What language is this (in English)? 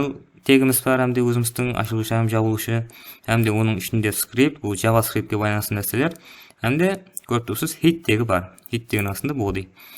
Kara-Kalpak